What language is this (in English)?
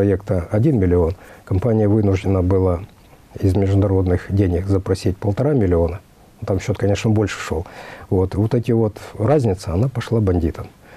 Russian